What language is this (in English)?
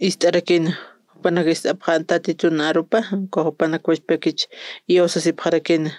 Aymara